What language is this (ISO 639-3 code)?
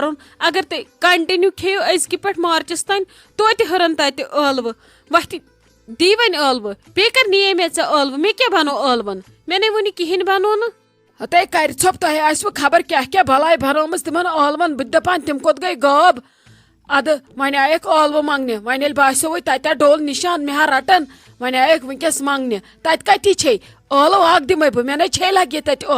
kas